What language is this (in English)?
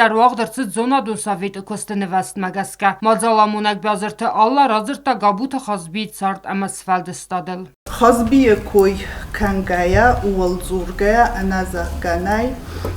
Ossetic